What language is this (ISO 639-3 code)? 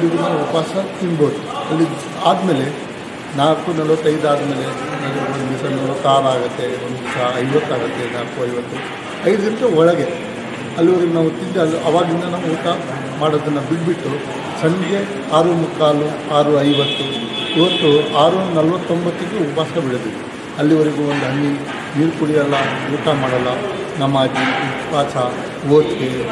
kan